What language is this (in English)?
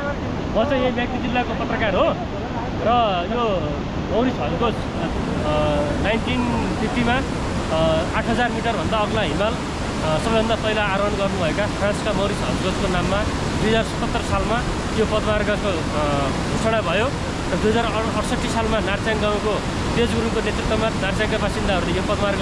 Nepali